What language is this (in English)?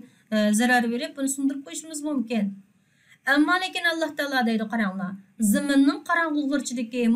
Uyghur